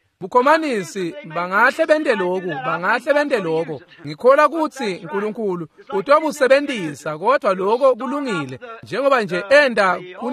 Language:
Swati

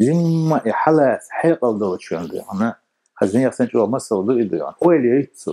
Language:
Chechen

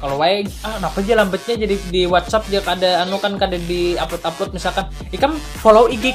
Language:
Banjar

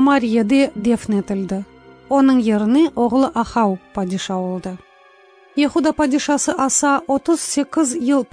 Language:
Crimean Tatar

